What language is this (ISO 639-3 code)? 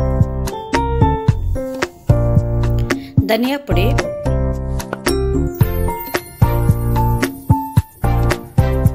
kan